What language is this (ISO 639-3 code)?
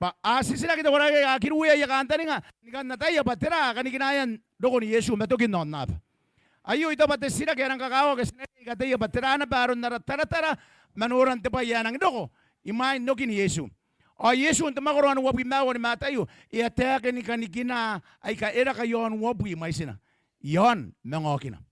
gil